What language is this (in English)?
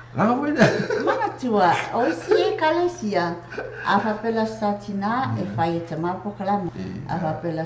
Samoan